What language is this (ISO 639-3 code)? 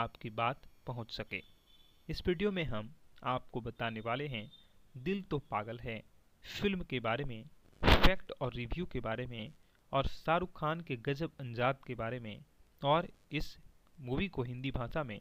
hin